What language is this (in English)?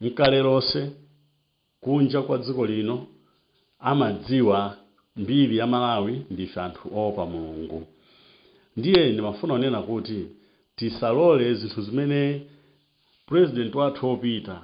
Nyanja